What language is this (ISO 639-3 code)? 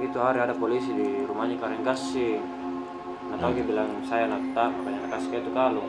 mfp